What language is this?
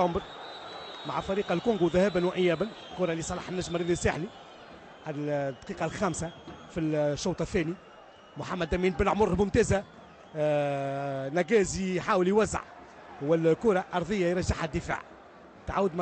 Tunisian Arabic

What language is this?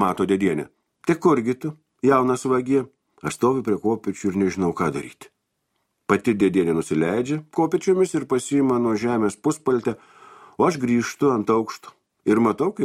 Lithuanian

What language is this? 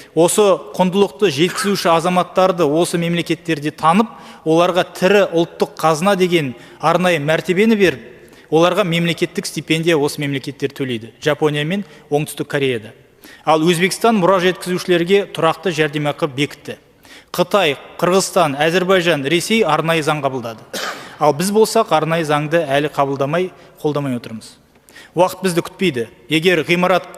Kazakh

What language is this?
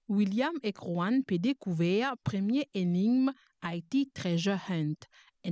Morisyen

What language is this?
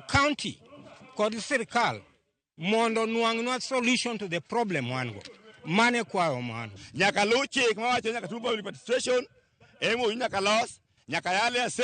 Luo (Kenya and Tanzania)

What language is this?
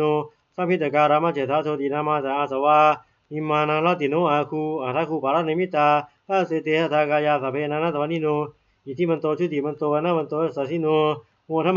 Pali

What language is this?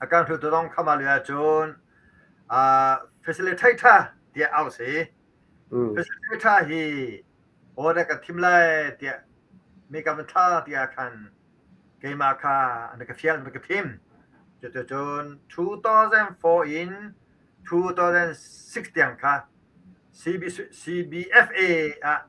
Hakha Chin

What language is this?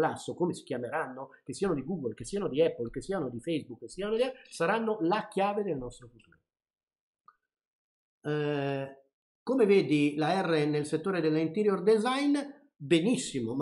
Italian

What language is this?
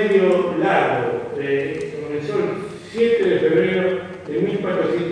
Ladino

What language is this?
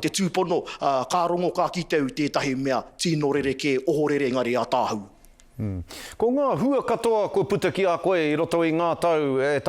Māori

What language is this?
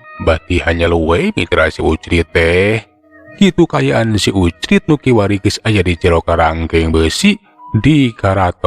Sundanese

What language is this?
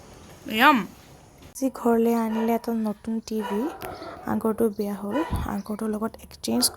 Assamese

